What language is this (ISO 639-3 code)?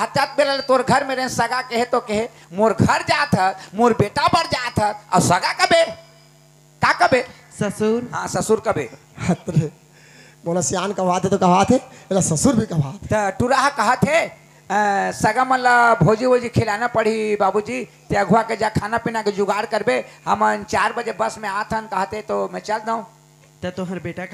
hne